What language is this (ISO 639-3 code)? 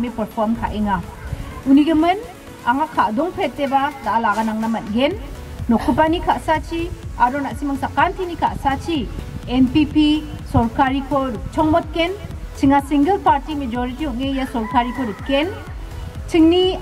grt